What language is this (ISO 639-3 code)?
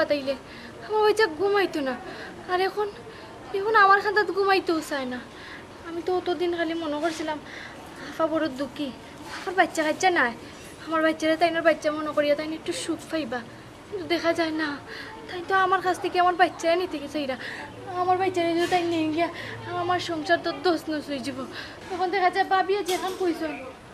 syl